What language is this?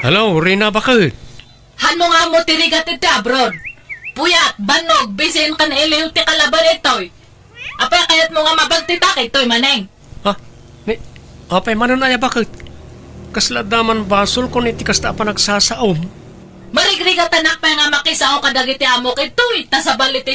Iloko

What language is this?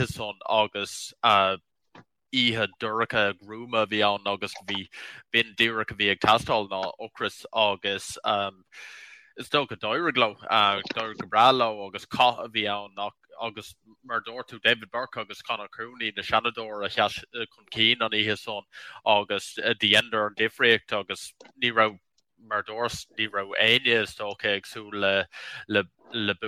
Irish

